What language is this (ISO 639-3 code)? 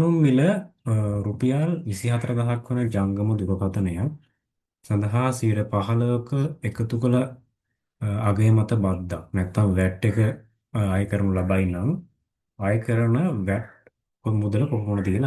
sin